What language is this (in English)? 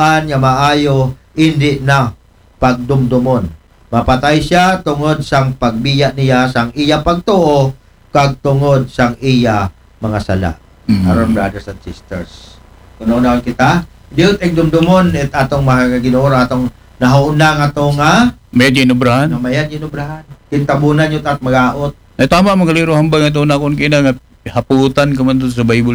Aklanon